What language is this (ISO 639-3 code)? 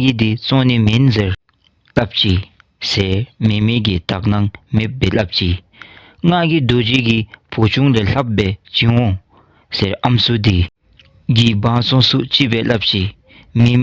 dzo